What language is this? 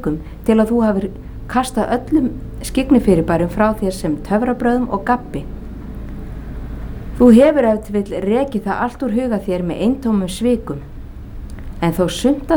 Icelandic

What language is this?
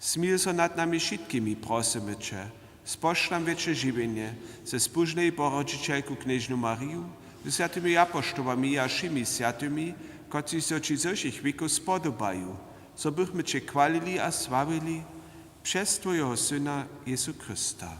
Upper Sorbian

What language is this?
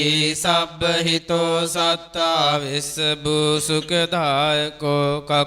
Pali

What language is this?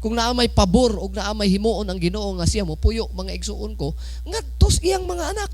Cebuano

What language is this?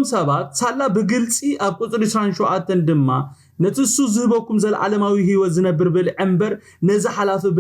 Tigrinya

